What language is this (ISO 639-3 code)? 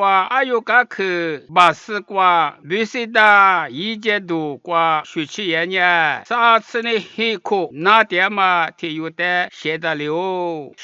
lis